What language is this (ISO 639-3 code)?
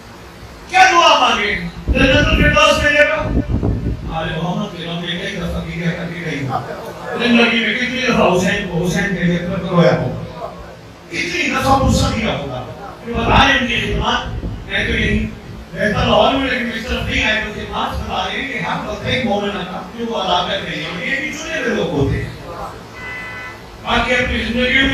urd